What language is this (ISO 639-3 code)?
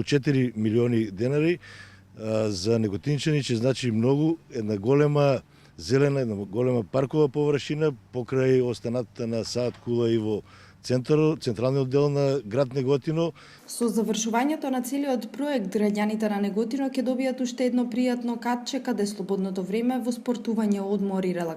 mkd